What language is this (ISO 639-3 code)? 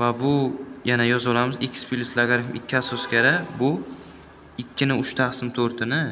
uzb